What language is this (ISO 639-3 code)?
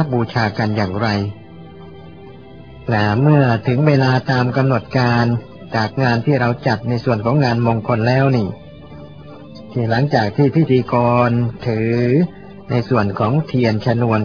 tha